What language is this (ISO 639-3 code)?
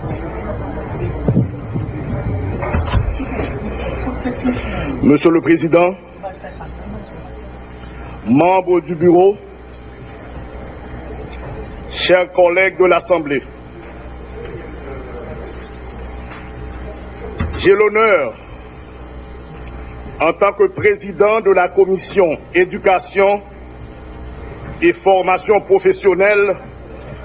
fra